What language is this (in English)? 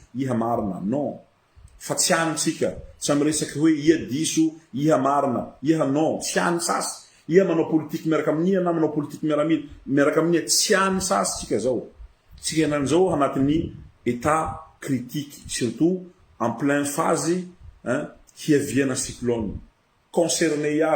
Malagasy